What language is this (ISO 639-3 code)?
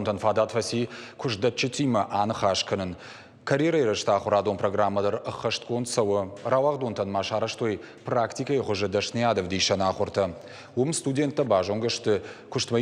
oss